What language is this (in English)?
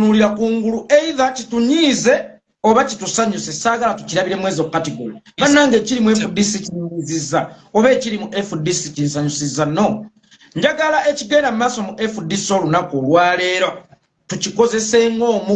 Ganda